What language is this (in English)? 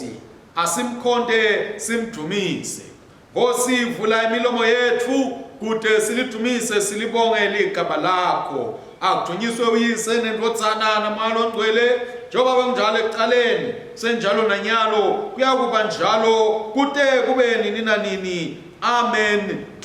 Swati